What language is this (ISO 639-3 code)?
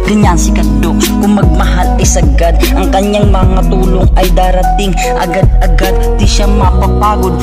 fil